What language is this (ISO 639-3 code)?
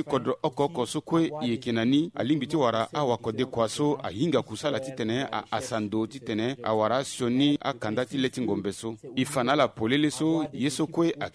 sag